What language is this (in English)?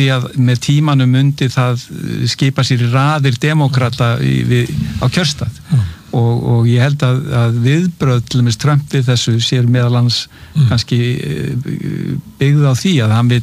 Icelandic